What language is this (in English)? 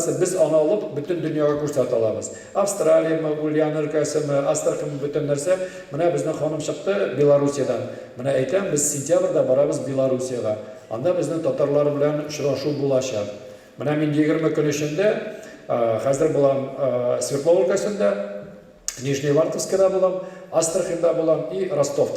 Tatar